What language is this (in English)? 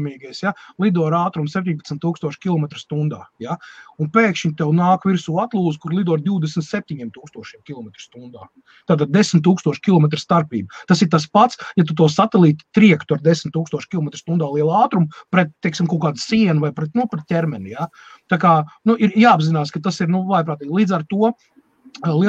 Latvian